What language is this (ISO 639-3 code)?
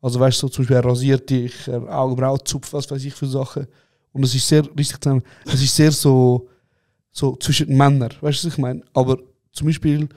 gsw